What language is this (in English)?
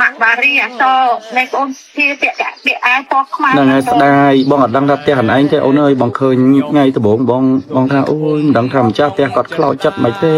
Khmer